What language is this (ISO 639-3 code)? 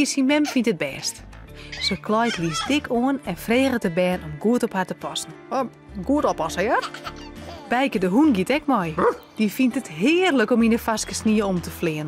fry